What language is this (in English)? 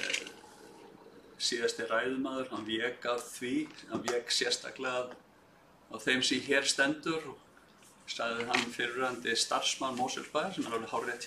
Icelandic